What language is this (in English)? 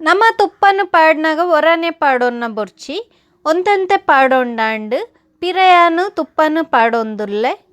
Tulu